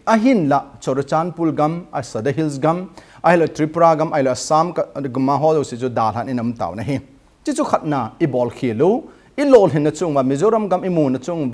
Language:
Thado Chin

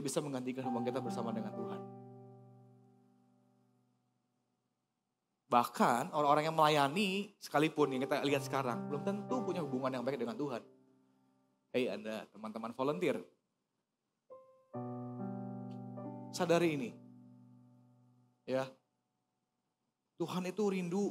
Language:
Indonesian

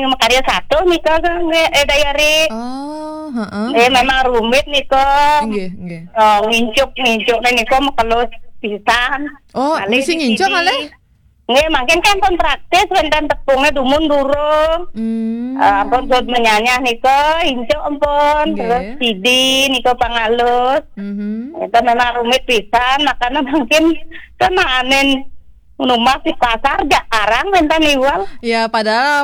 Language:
Balinese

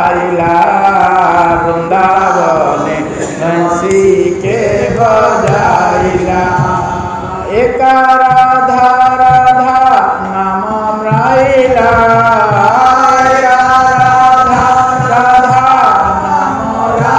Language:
Odia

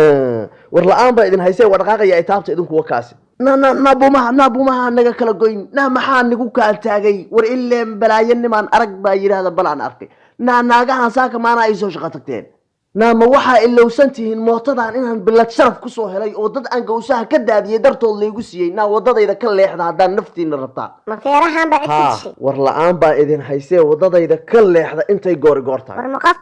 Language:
Somali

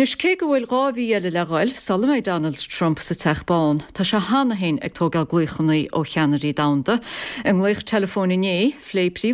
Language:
Irish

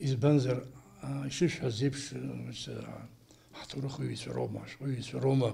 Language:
Abkhazian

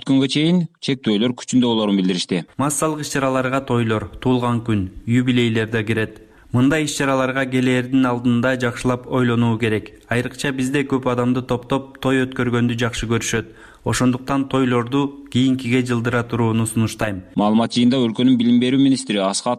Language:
Kyrgyz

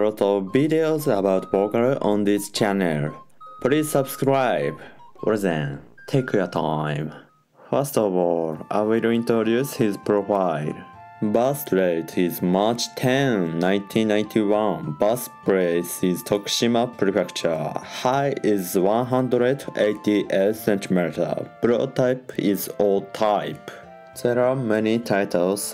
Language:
English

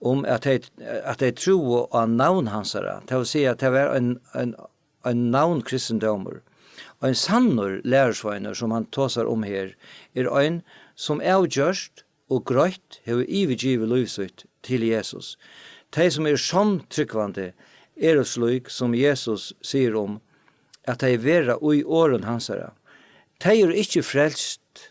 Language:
Faroese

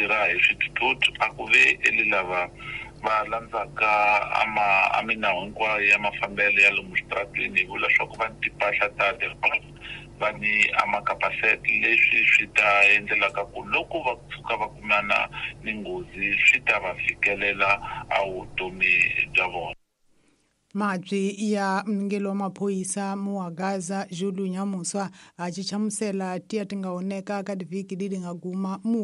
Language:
Tsonga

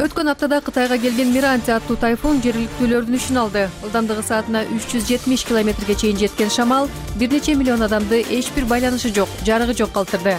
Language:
Kyrgyz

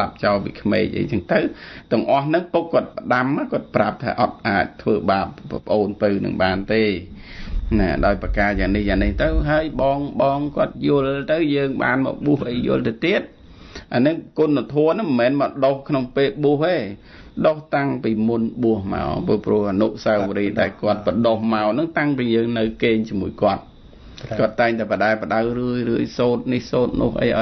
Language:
Khmer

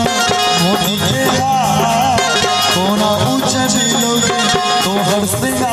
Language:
Maithili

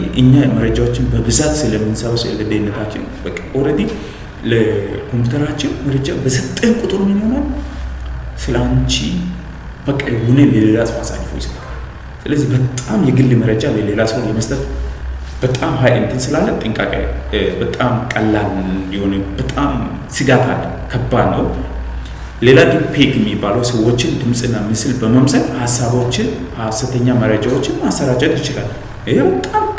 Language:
Amharic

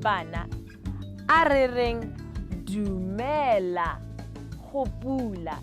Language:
Tswana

